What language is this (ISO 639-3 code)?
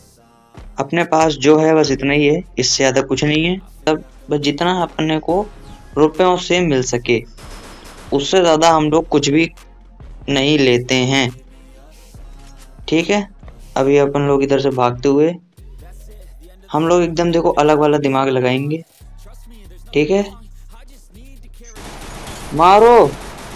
hin